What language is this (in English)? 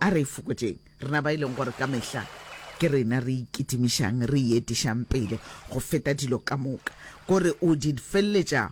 Northern Sotho